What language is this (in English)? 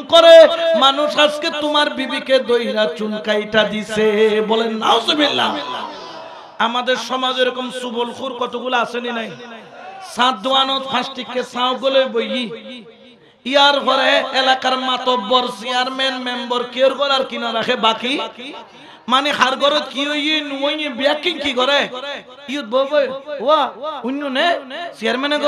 Bangla